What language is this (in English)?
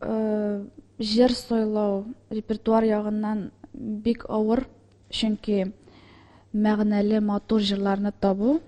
Tatar